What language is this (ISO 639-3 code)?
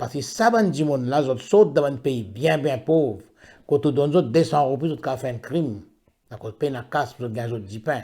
mfe